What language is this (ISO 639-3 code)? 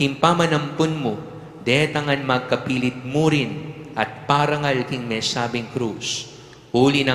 pam